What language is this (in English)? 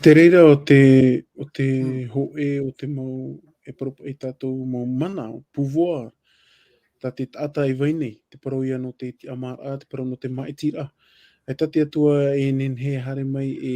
Tahitian